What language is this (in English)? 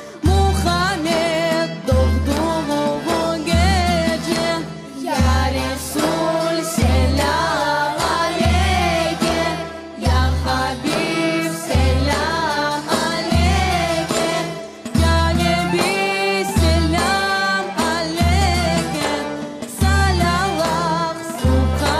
Crimean Tatar